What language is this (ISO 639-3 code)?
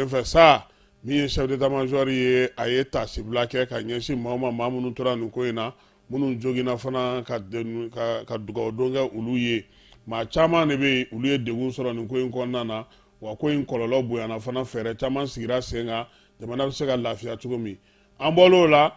bam